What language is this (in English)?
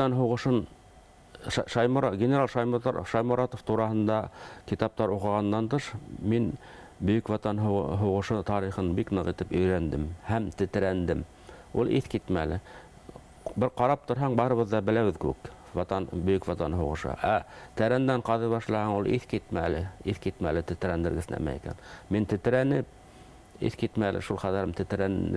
Bashkir